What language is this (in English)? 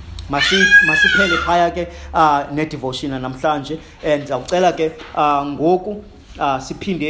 Xhosa